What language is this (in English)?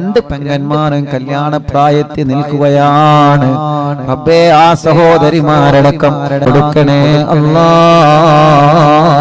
Malayalam